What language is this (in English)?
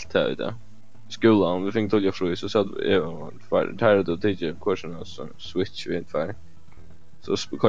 Faroese